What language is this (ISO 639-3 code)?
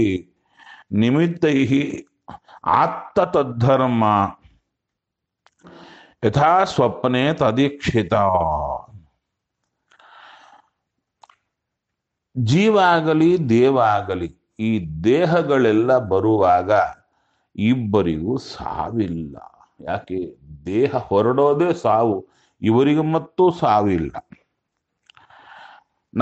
kan